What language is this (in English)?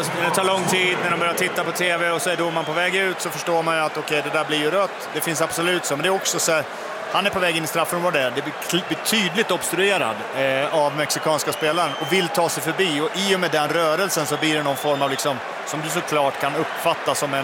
Swedish